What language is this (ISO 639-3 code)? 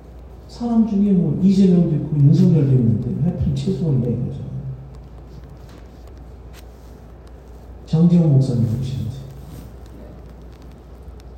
kor